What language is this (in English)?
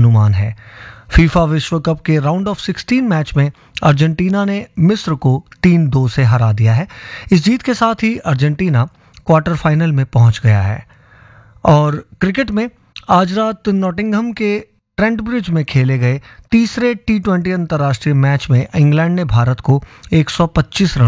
Hindi